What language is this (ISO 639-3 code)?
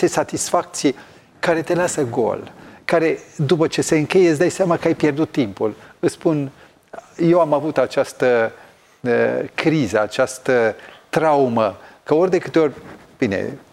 ron